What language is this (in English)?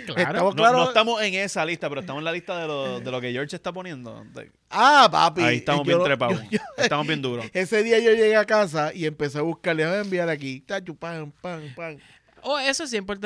Spanish